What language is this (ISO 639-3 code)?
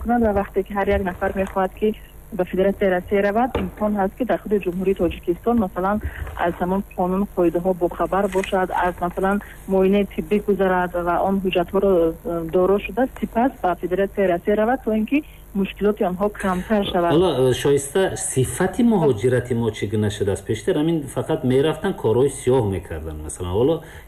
tgk